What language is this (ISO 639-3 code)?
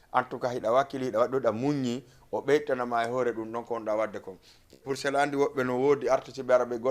ful